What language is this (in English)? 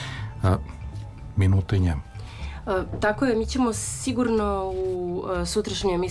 Serbian